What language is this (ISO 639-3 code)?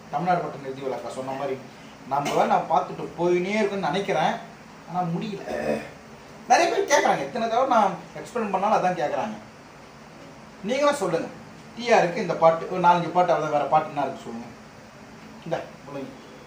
tam